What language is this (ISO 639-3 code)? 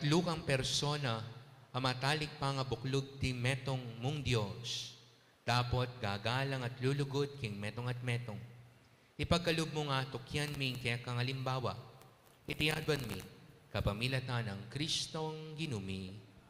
pam